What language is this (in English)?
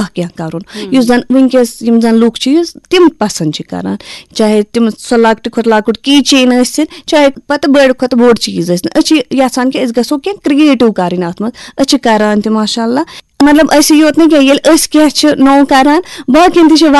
Kashmiri